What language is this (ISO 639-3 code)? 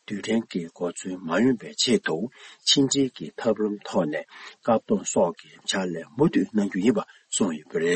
bod